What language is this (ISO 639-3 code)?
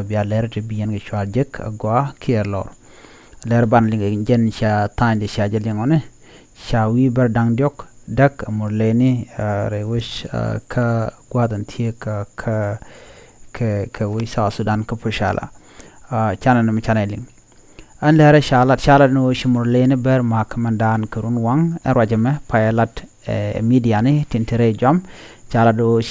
nus